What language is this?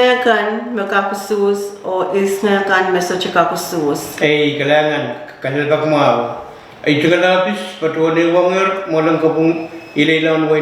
Pohnpeian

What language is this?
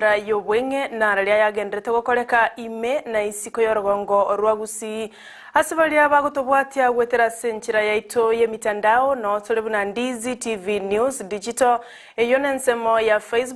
Gusii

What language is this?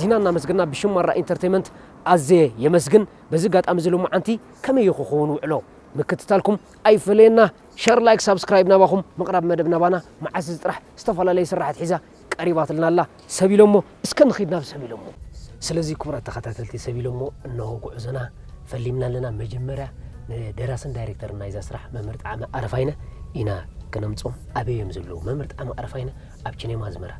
Tigrinya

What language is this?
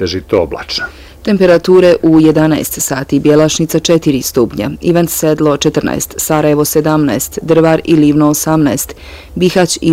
Bosnian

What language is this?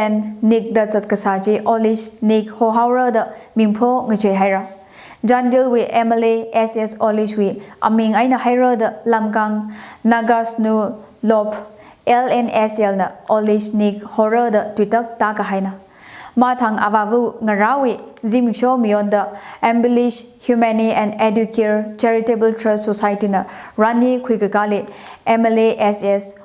Tangkhul Naga (India)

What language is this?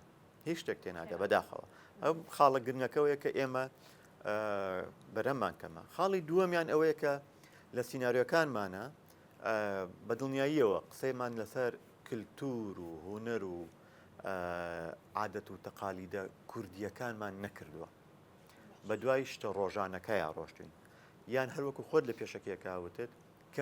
Central Kurdish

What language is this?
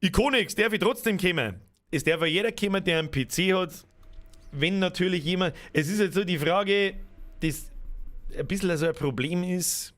Bavarian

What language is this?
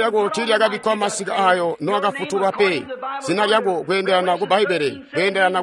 Tonga (Zambia)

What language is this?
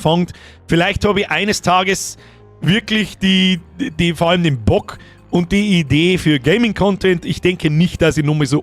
Bavarian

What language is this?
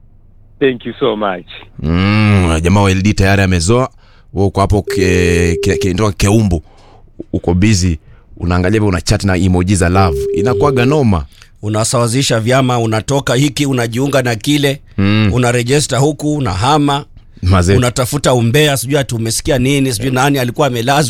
Swahili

